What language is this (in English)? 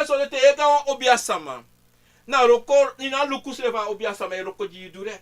Sranan Tongo